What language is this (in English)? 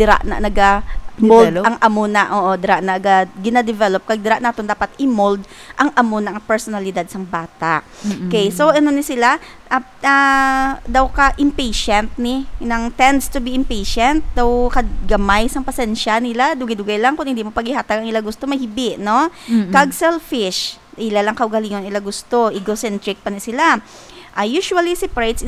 Hiligaynon